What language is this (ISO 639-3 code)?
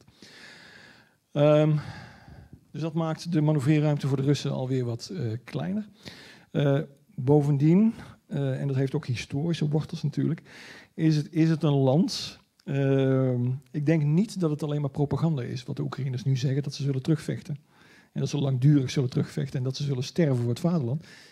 nld